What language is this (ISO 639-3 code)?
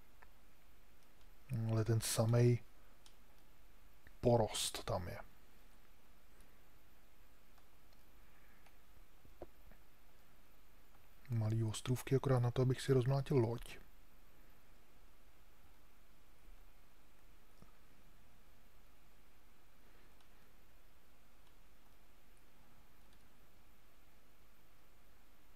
ces